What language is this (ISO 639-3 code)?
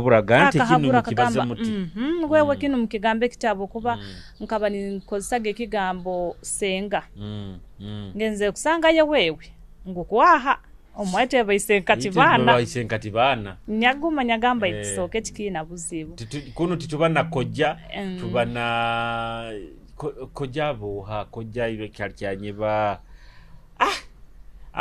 nyo